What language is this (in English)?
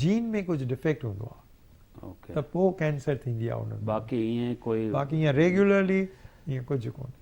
Sindhi